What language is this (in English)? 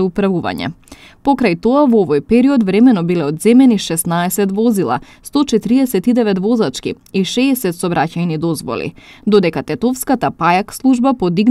Macedonian